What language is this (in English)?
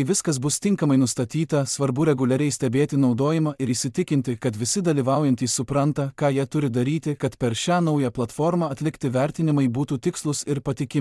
Lithuanian